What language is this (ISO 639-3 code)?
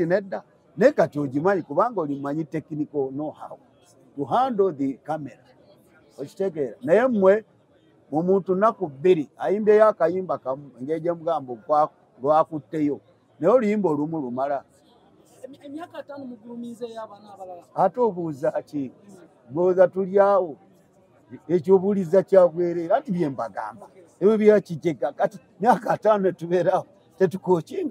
lug